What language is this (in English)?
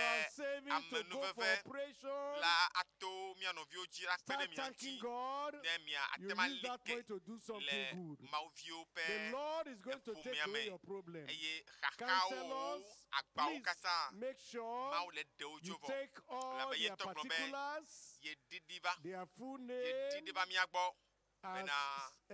Ewe